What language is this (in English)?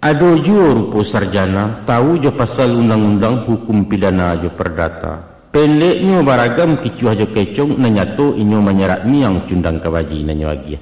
Minangkabau